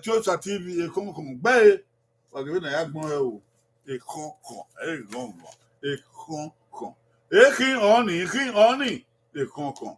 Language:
Bini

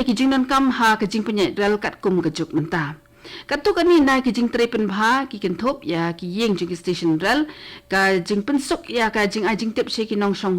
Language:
Khasi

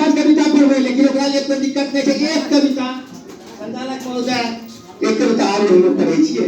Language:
Angika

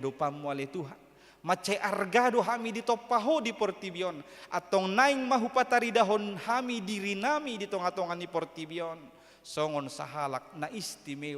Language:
Batak Toba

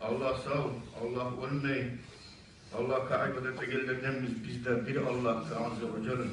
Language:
Kumyk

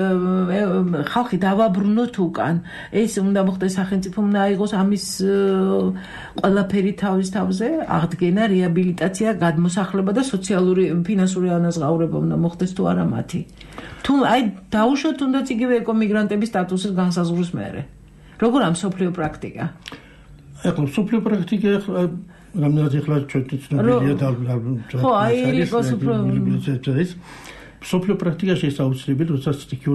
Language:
Georgian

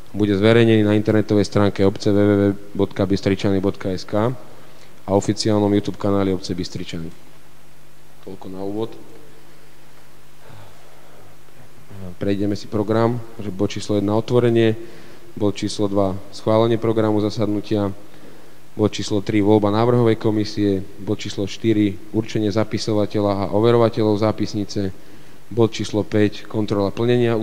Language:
Slovak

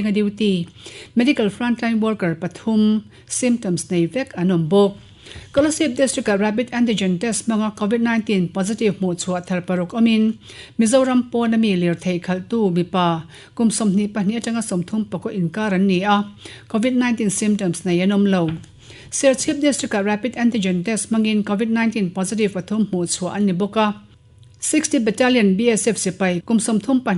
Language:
Mizo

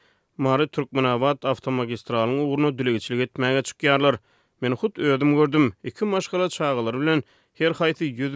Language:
Turkmen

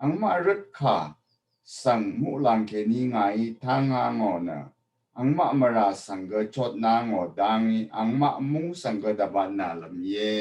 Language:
Rawang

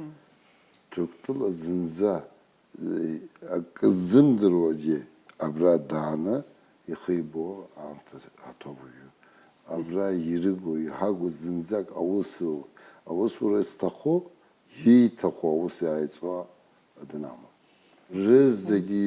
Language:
Abkhazian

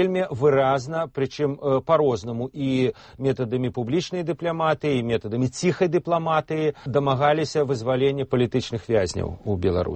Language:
Belarusian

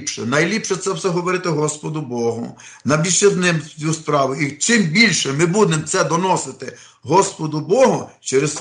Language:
Ukrainian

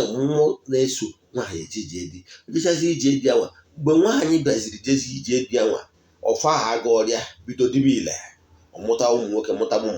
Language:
Igbo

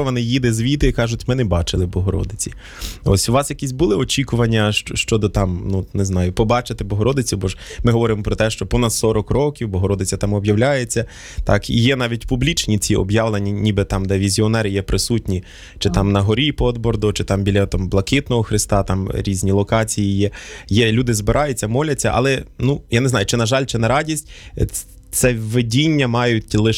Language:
Ukrainian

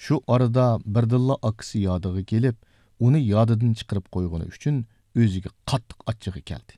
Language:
Uyghur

